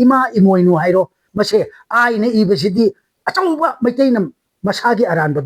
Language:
Manipuri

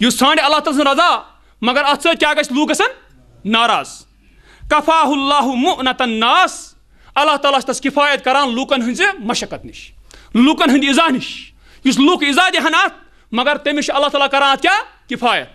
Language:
Kashmiri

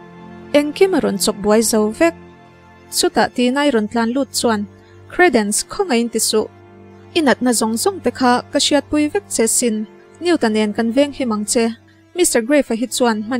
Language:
Mizo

